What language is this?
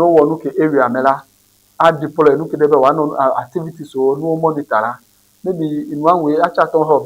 Ewe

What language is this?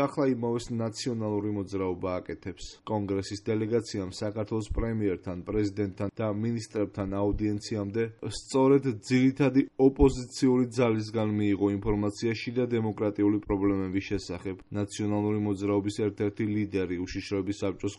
Georgian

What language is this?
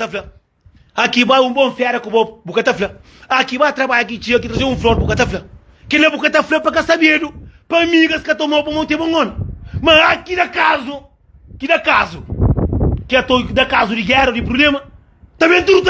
Kabuverdianu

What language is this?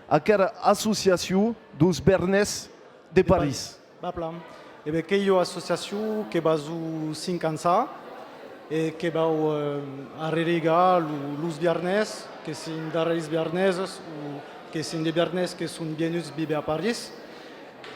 Occitan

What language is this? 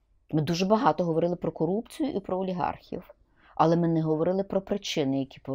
Ukrainian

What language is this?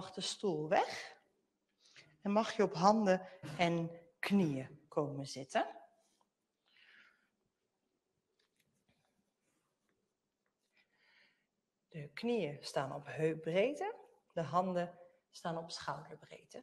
Dutch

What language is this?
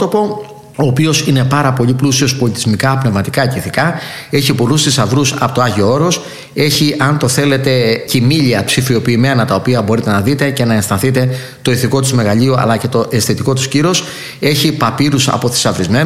Greek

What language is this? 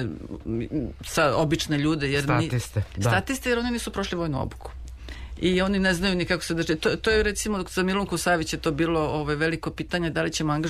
Serbian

